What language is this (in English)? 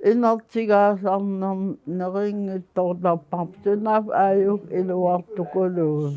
Kalaallisut